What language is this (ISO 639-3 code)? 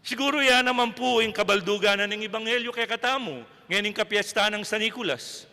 pam